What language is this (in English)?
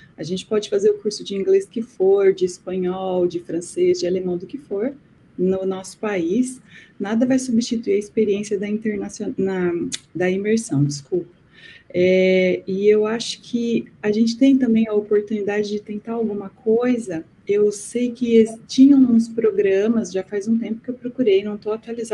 Portuguese